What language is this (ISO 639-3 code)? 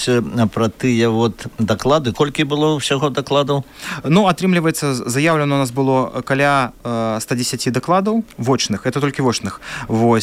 bel